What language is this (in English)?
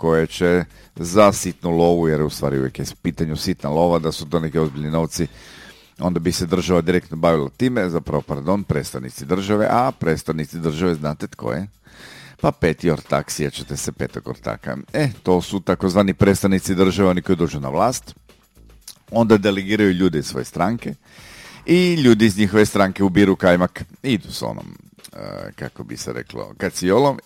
Croatian